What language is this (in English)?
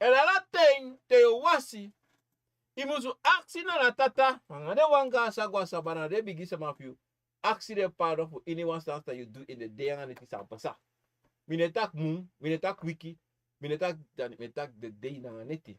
Sranan Tongo